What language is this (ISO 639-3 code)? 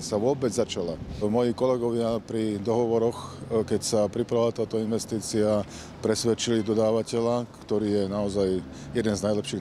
slk